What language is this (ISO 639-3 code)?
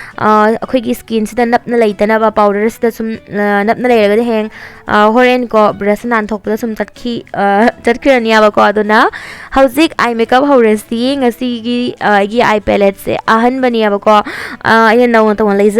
mni